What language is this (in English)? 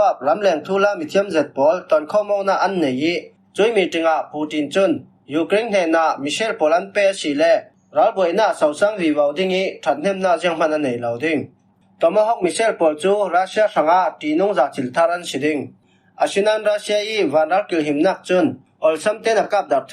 Falam Chin